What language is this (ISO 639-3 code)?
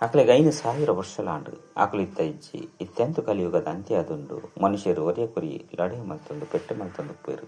tcy